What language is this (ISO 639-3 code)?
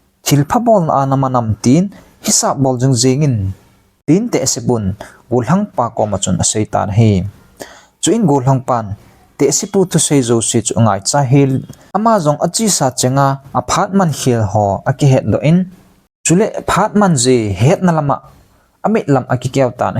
tcz